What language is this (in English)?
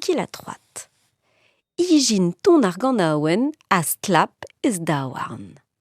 Breton